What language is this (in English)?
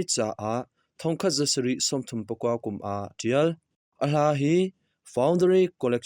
Hakha Chin